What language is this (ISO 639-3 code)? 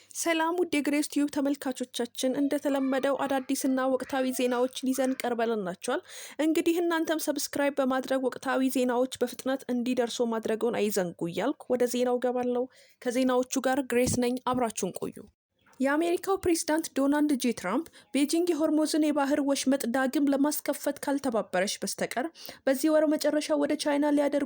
amh